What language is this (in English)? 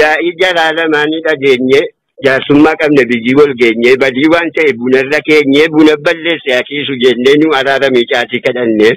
Oromo